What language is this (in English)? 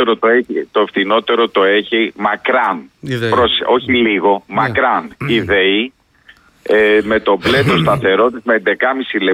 Greek